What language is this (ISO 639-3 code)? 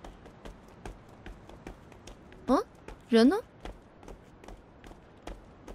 zho